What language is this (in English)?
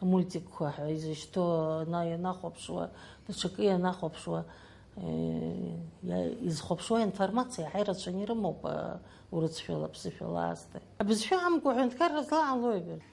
Abkhazian